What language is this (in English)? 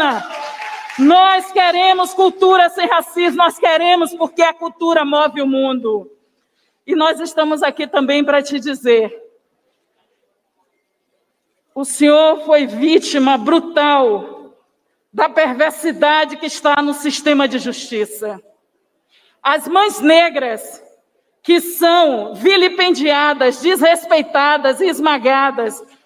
Portuguese